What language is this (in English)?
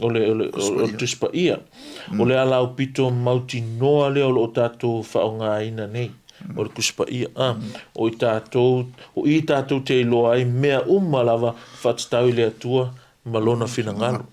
Samoan